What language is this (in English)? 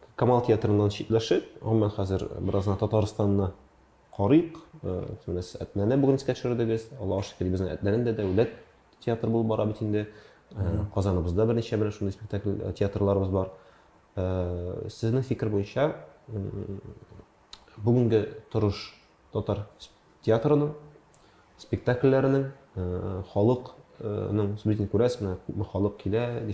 Tatar